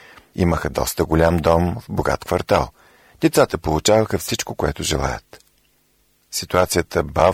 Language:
Bulgarian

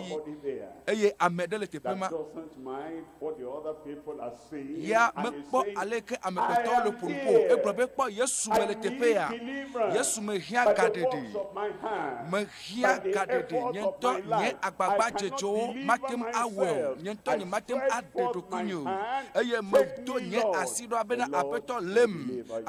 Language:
Ewe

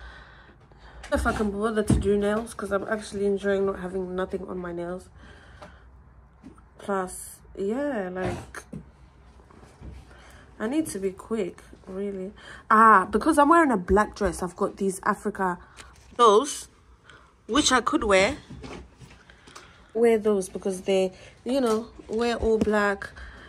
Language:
English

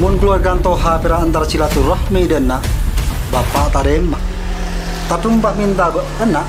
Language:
Madurese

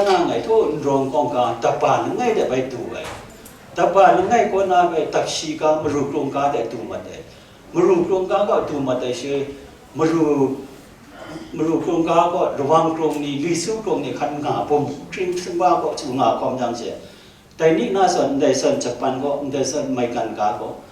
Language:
Kachin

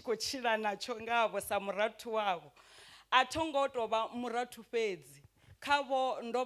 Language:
Venda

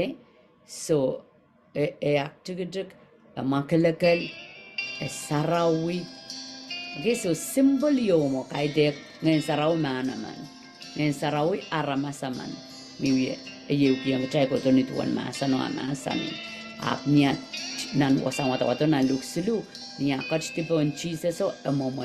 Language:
Pohnpeian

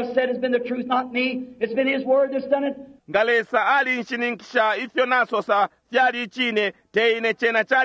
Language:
Bemba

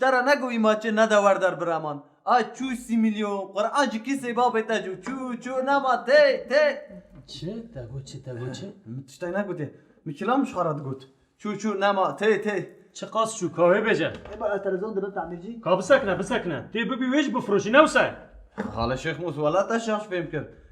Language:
Kurdish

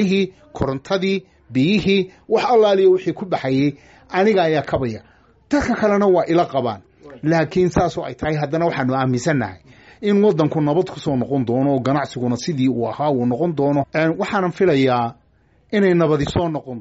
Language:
Somali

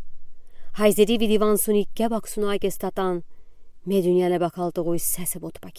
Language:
Udi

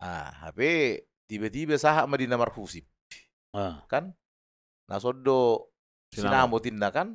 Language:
Batak Toba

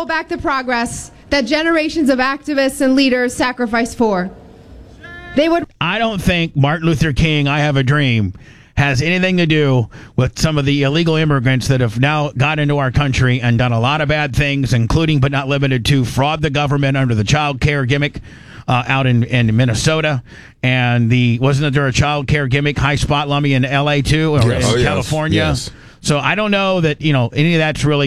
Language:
English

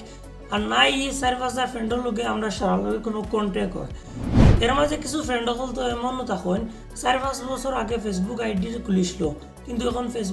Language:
Sylheti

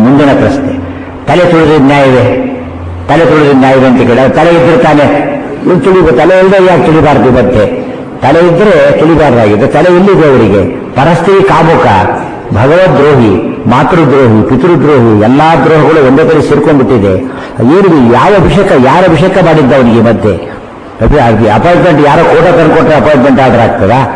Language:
Kannada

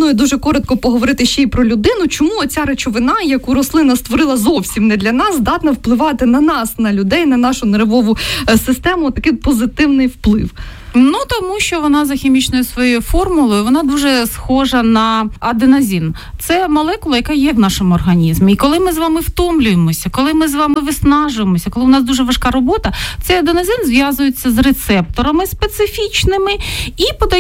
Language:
Ukrainian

